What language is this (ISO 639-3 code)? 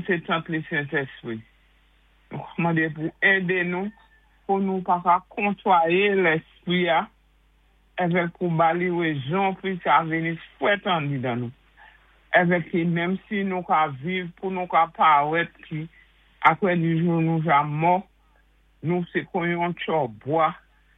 acf